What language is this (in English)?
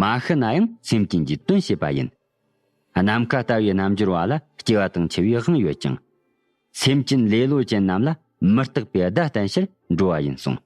Tibetan